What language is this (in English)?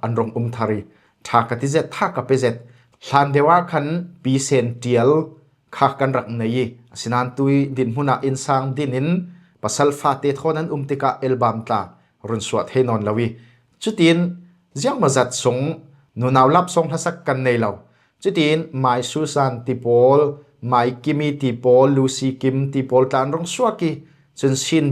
Falam Chin